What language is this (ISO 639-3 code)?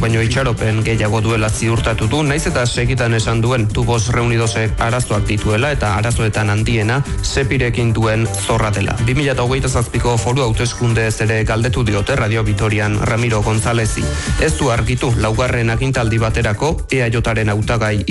eus